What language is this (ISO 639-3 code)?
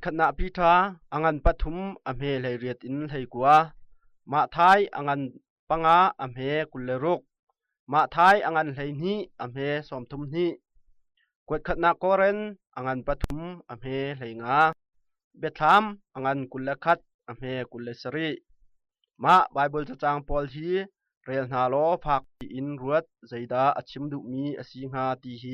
cnh